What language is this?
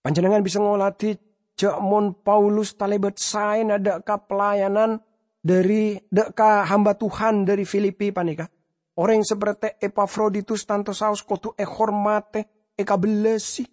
Madurese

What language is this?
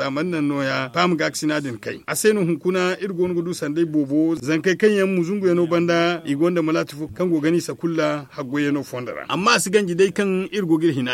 Zarma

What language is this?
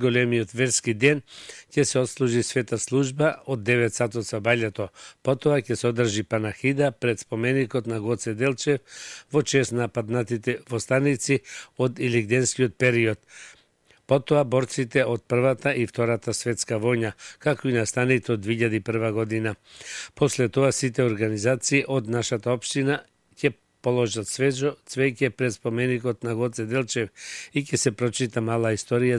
Macedonian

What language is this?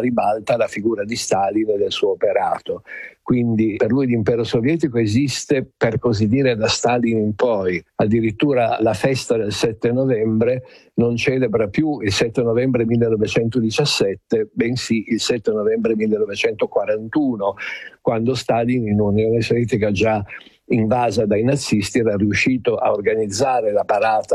Italian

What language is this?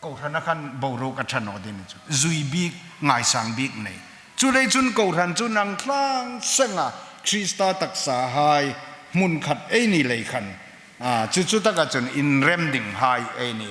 Hmar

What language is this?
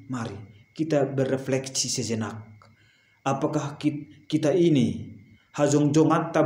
Batak Simalungun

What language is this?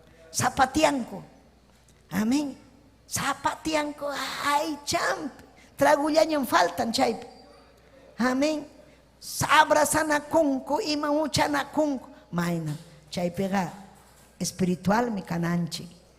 Ayacucho Quechua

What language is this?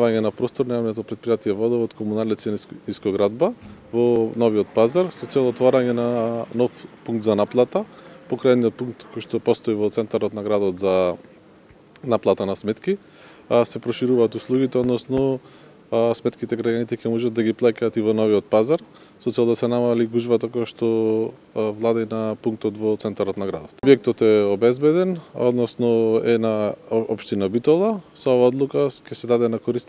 Macedonian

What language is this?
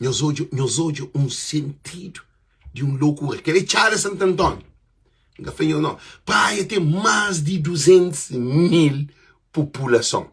Kabuverdianu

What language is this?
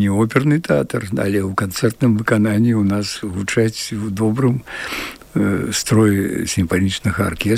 Belarusian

